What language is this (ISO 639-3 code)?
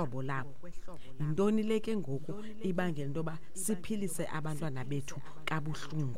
xho